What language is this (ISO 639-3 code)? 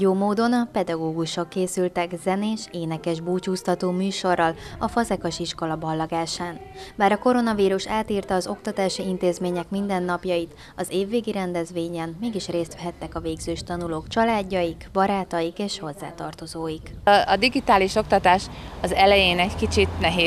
hun